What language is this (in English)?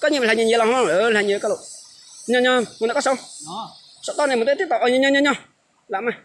Hmong